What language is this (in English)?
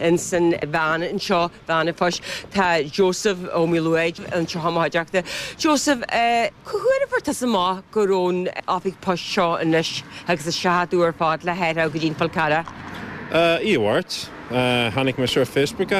Irish